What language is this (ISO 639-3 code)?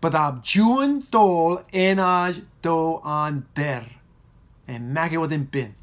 mah